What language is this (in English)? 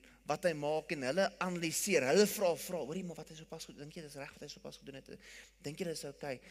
Afrikaans